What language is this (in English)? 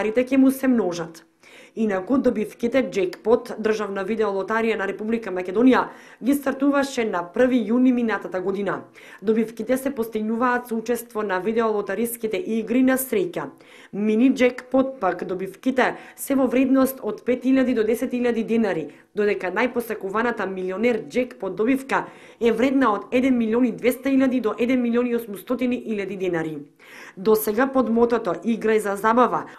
Macedonian